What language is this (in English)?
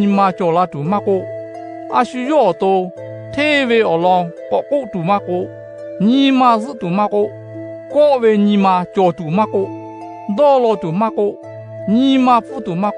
Lahu